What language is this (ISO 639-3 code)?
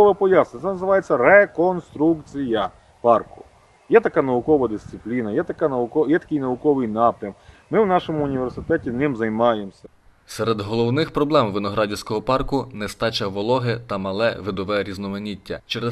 ukr